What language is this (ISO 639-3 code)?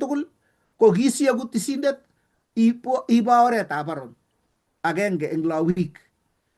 kln